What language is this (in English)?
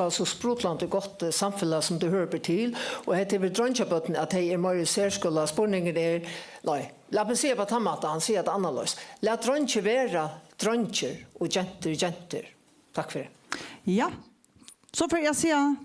Faroese